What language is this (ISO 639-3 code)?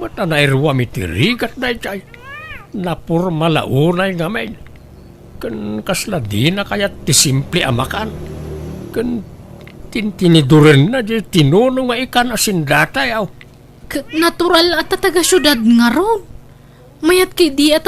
ilo